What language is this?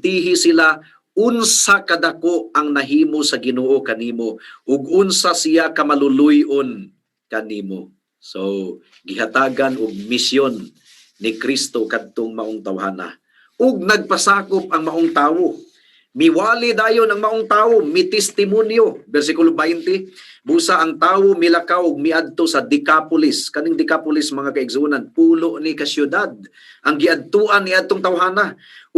Cebuano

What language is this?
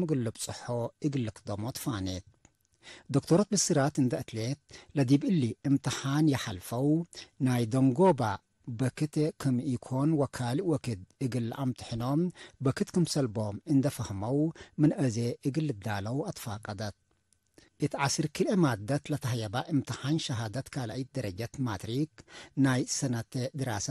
Tigre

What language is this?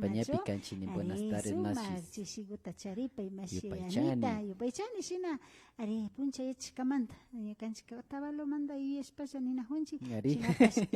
Imbabura Highland Quichua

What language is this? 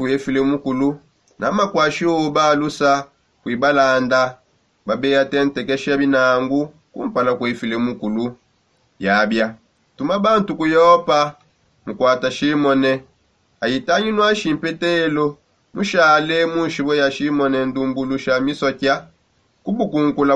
Songe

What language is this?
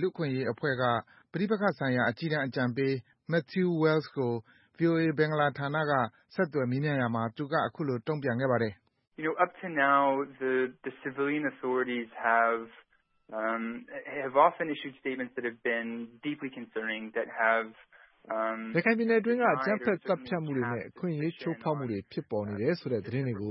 Burmese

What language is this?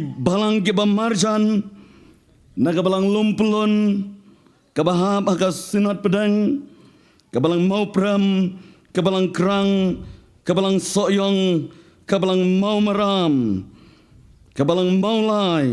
Khasi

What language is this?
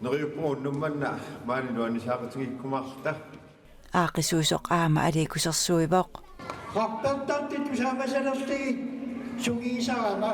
Kalaallisut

